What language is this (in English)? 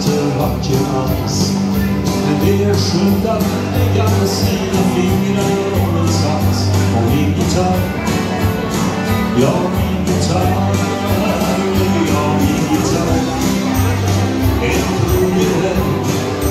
Swedish